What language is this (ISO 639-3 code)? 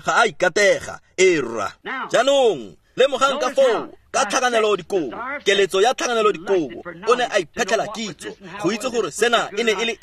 tsn